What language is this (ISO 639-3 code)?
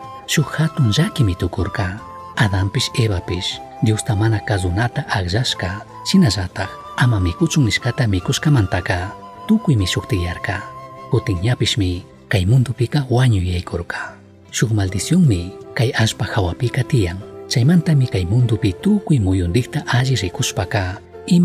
qug